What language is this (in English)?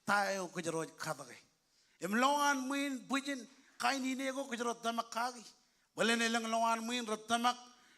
Marshallese